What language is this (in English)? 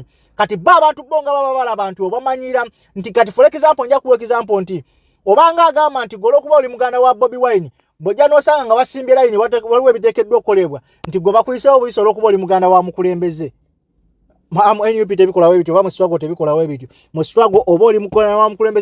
Ganda